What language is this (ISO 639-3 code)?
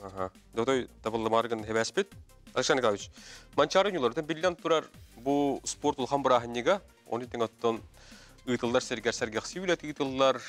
sah